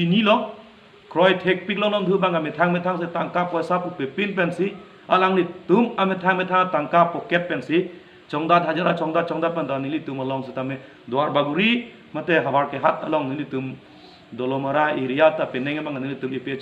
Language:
Karbi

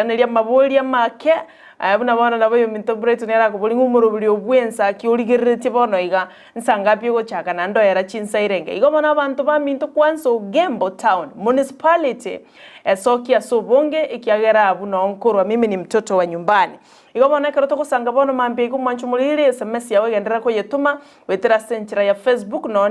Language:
Gusii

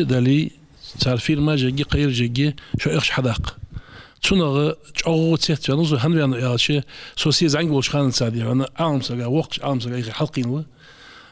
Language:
Ingush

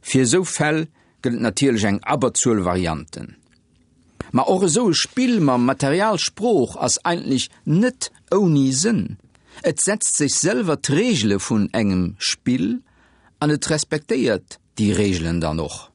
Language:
Luxembourgish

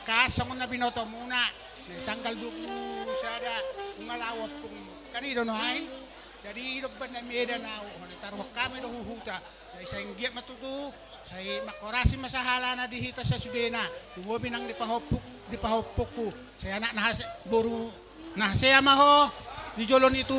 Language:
Batak Toba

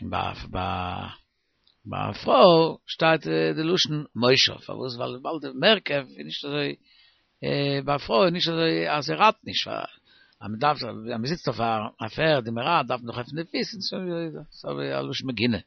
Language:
Yiddish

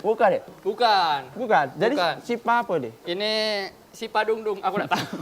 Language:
Musi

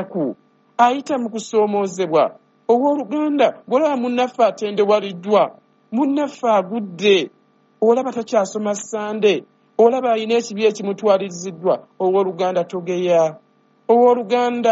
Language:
Ganda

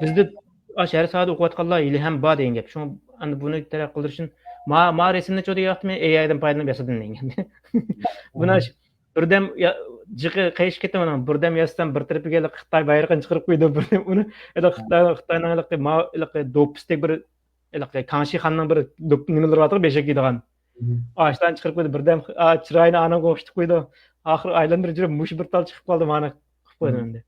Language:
Uyghur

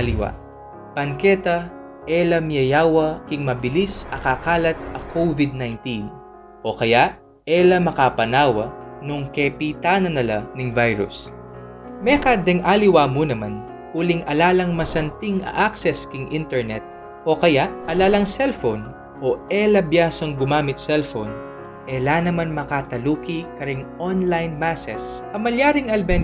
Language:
Pampanga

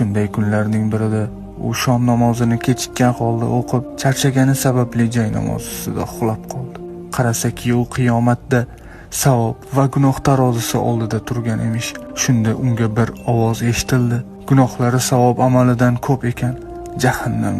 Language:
Uzbek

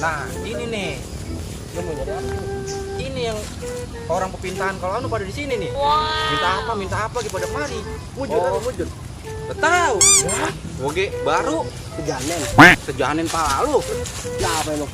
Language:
Betawi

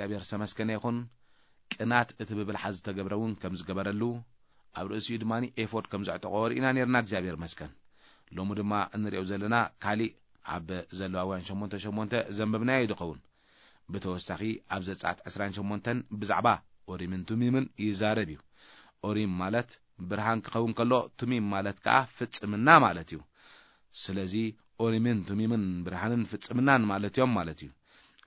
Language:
Tigrinya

